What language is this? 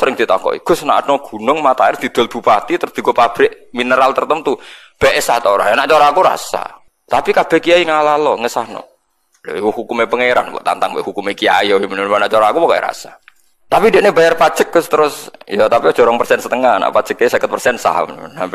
Javanese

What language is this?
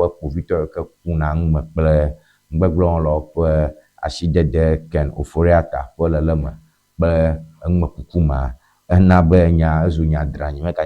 Ewe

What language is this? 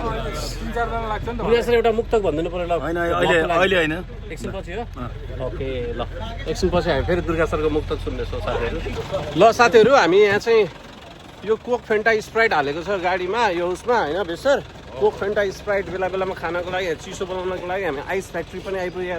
Nepali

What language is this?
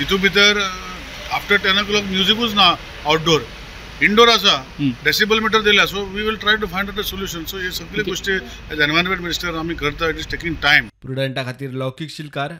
Konkani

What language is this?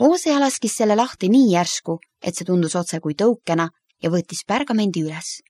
Estonian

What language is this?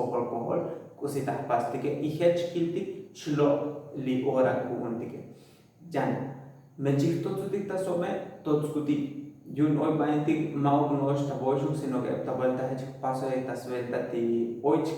Tzotzil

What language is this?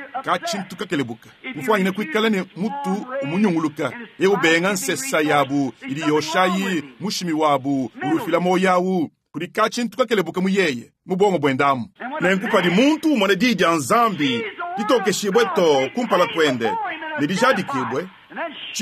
Luba-Lulua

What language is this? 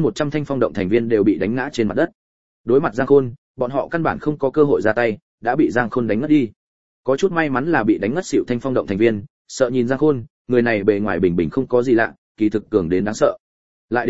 Vietnamese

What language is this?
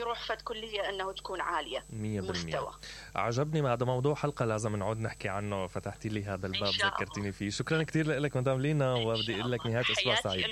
Mesopotamian Arabic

